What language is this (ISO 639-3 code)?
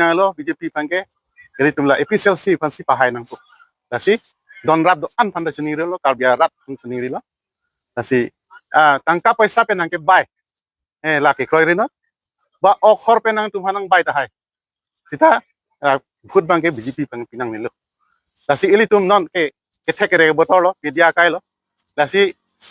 mjw